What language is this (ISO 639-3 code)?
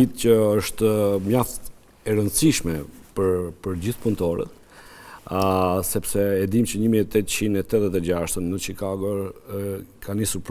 sqi